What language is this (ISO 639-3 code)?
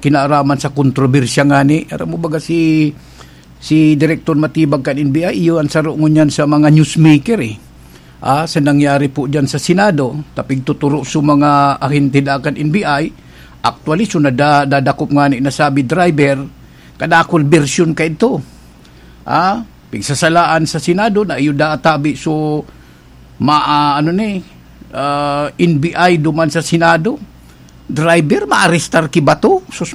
bik